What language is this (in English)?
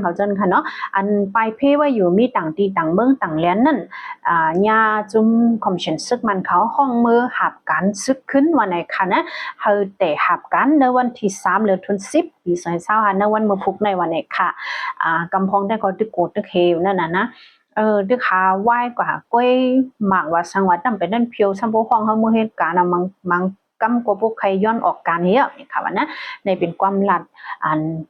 Shan